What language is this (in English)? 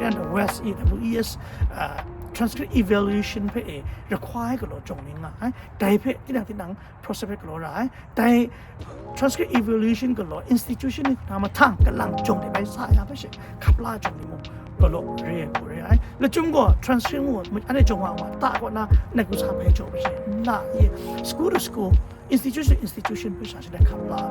Kachin